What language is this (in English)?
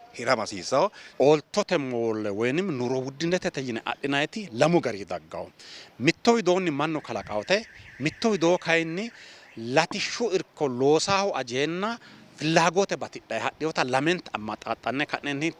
Sidamo